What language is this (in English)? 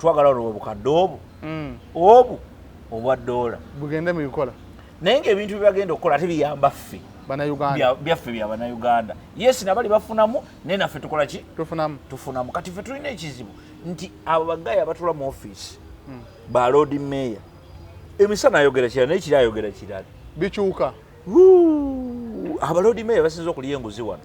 Ganda